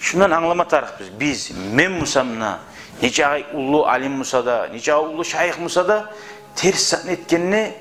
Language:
Kumyk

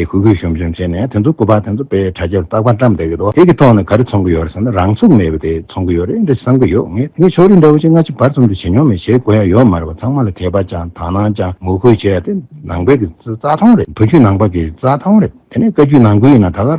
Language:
Tibetan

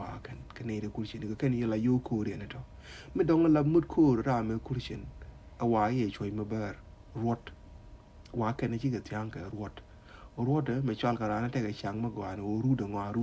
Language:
Nuer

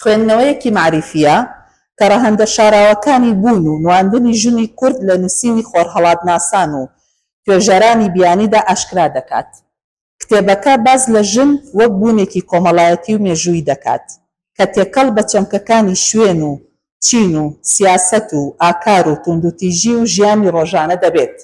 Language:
Central Kurdish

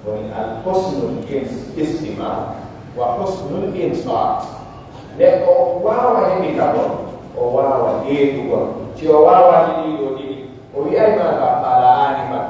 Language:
Pular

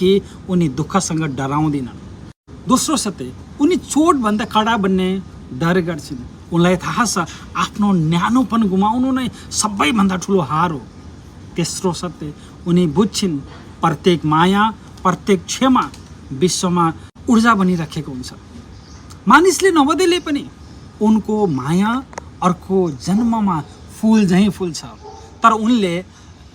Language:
Nepali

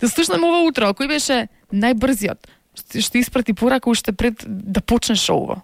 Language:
Macedonian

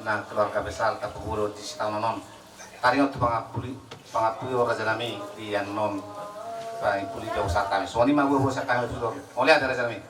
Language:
Batak Toba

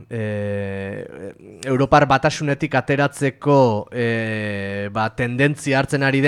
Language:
Basque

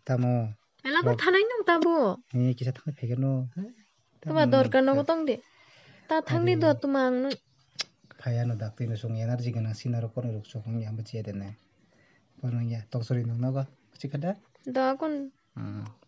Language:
Kok Borok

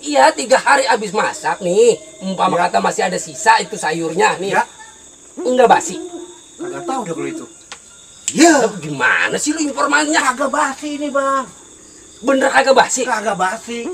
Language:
Betawi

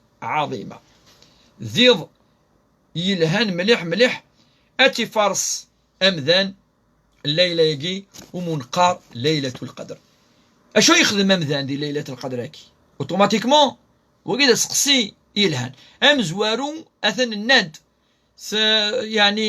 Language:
Kabyle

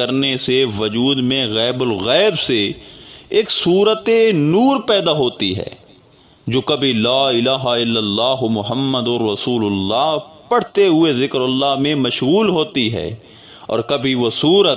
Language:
Urdu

